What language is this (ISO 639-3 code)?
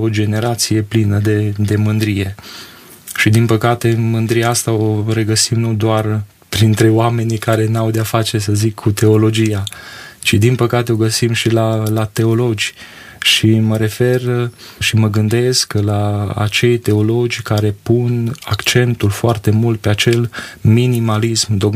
ron